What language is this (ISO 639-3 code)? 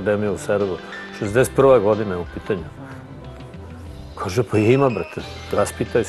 srp